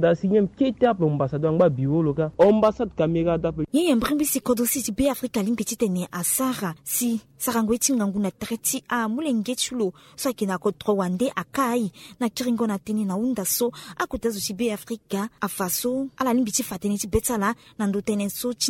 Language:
Sango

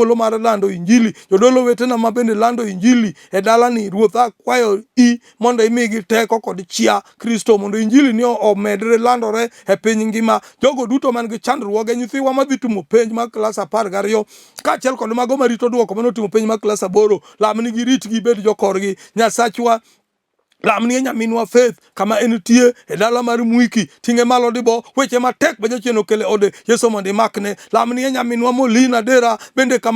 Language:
Luo (Kenya and Tanzania)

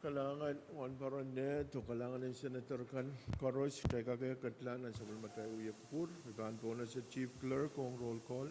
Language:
Pohnpeian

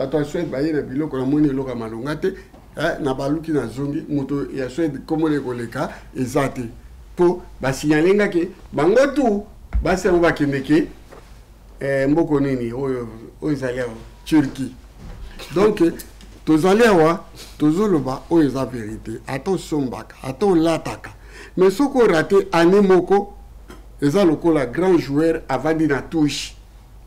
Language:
Lingala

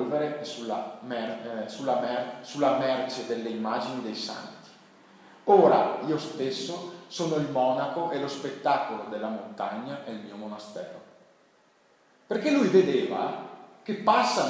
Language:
Italian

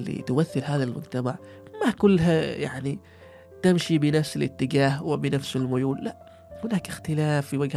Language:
Gulf Arabic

